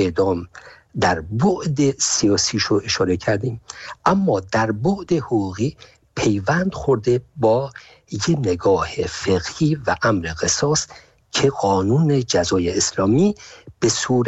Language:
Persian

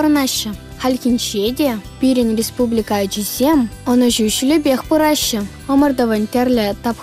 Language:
Chuvash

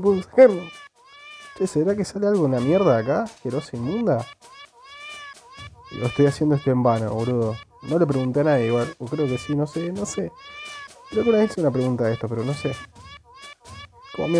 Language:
Spanish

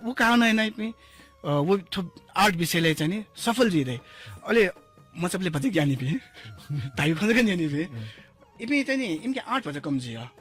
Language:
Newari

